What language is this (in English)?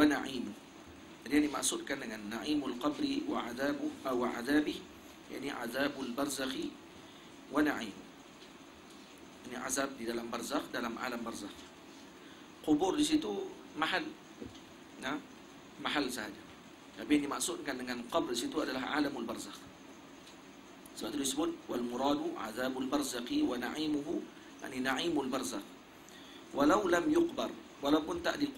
Malay